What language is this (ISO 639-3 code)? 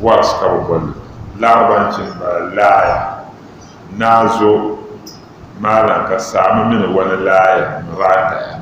dag